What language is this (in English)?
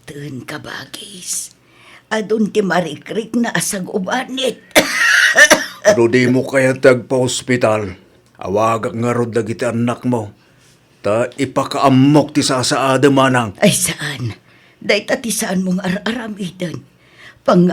Iloko